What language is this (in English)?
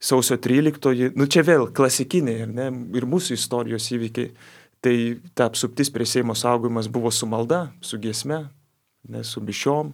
Lithuanian